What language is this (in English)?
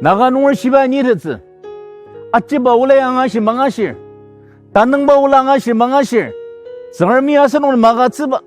Ao Naga